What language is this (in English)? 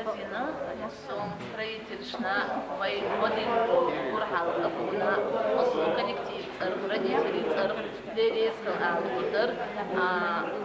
Chechen